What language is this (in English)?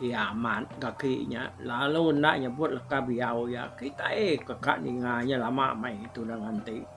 Iban